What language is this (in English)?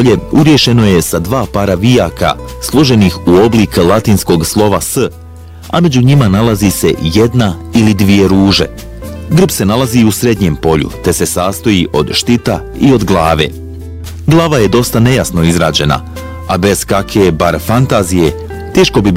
Bosnian